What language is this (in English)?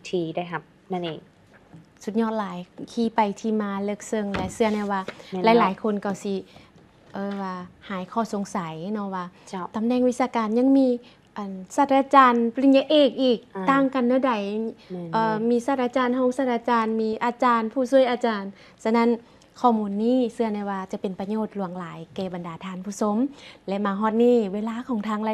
Lao